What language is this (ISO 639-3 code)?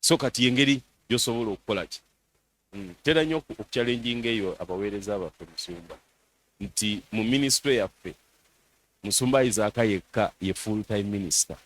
lug